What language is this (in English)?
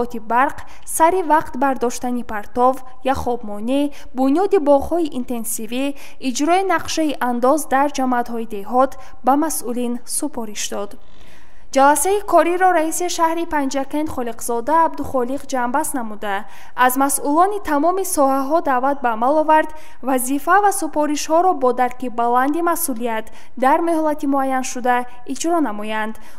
Tajik